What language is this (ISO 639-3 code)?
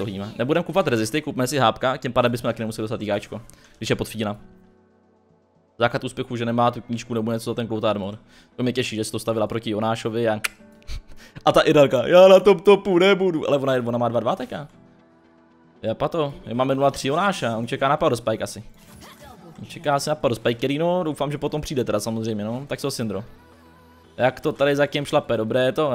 ces